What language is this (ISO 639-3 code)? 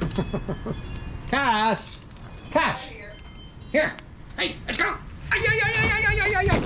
gsw